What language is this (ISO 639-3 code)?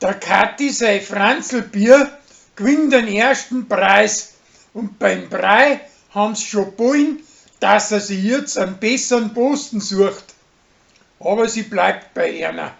bar